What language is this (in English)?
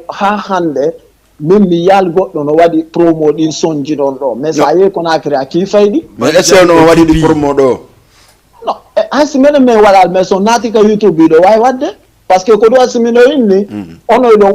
Fula